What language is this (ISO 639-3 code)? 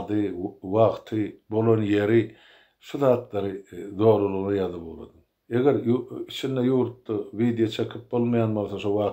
tuk